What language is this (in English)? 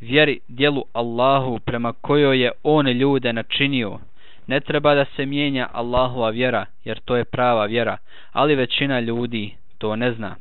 Bosnian